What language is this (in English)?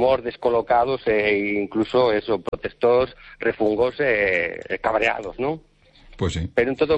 Galician